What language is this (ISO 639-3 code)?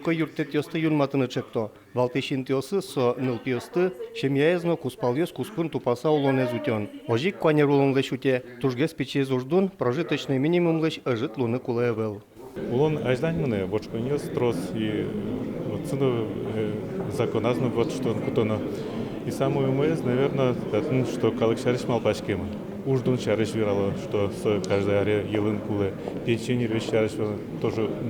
udm